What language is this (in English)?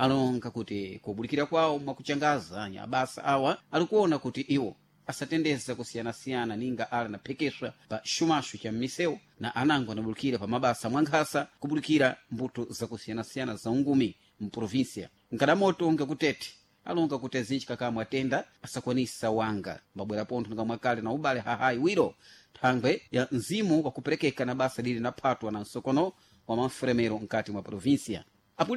Sena